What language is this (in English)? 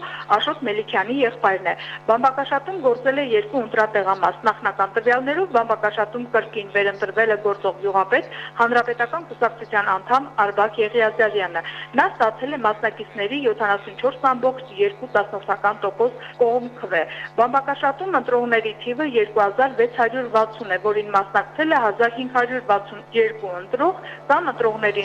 Armenian